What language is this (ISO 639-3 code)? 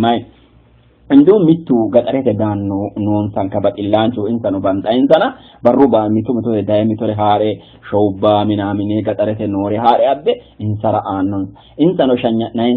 sid